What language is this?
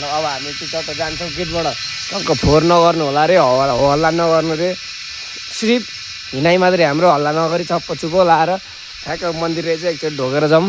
Nepali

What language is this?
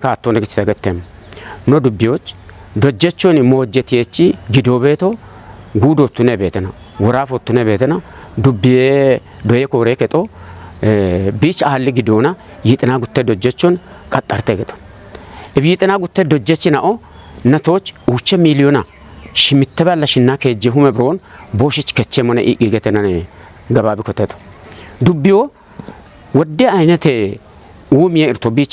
Kafa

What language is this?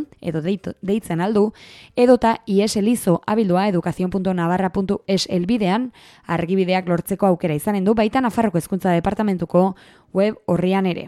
Basque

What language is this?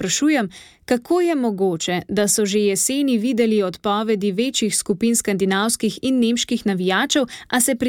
Slovenian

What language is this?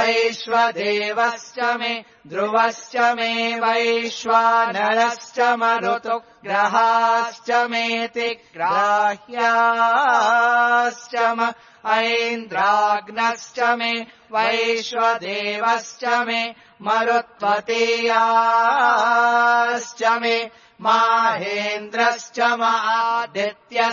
Sanskrit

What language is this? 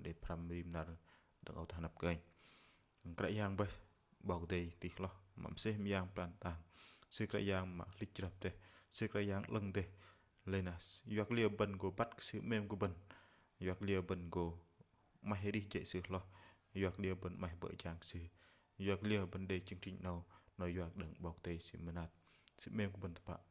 Bahnar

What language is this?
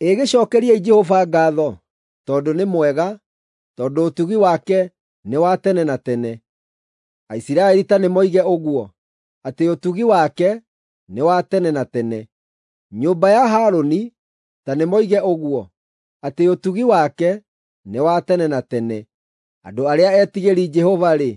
Kikuyu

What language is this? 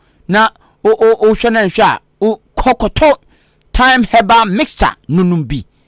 Akan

